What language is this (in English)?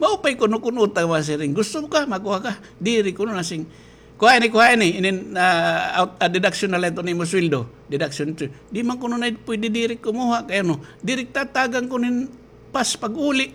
Waray